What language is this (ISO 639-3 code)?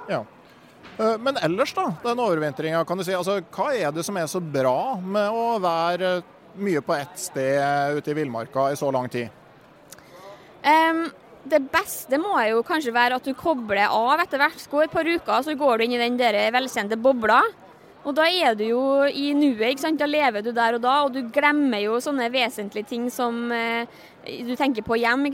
nor